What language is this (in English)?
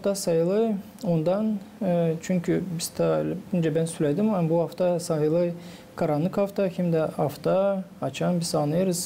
Gagauz